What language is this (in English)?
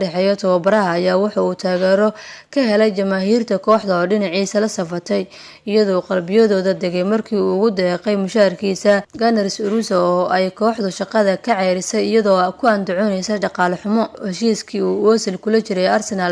Somali